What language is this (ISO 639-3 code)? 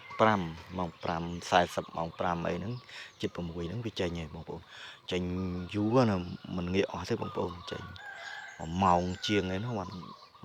khm